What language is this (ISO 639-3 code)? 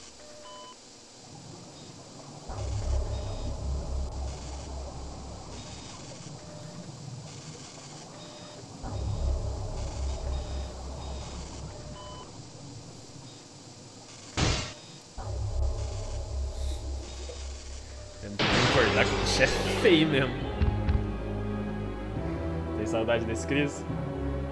por